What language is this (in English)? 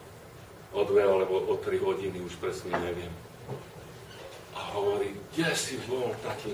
Slovak